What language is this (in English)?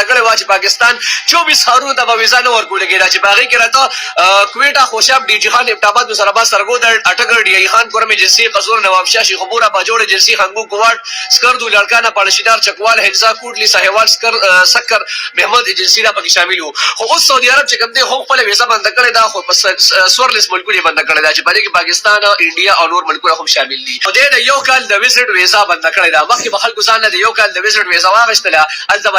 Pashto